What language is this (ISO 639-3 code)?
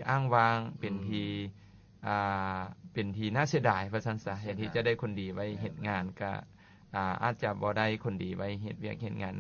lao